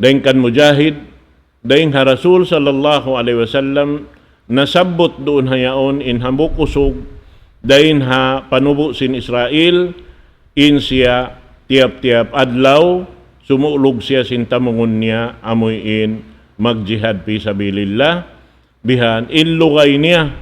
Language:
Tausug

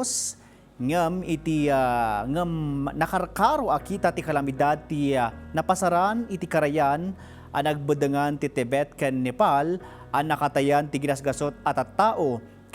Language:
Iloko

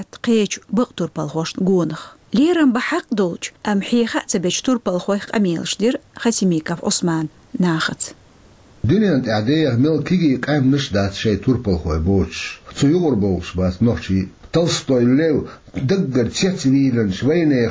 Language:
Chechen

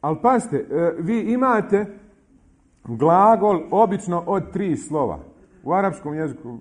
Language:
Bosnian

